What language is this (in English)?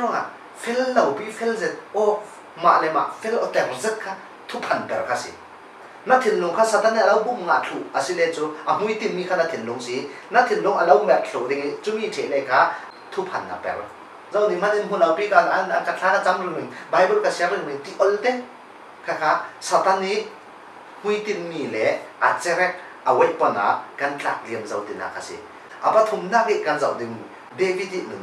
Falam Chin